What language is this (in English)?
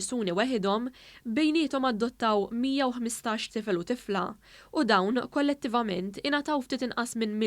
Maltese